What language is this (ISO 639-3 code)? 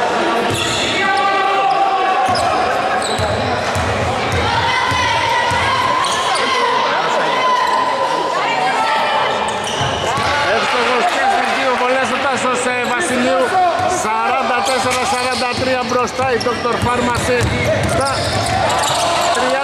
ell